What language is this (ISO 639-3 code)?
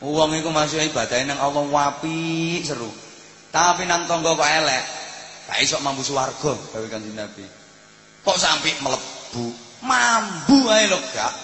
jav